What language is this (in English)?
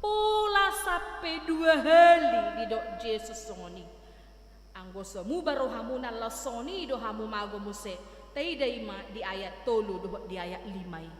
Batak Toba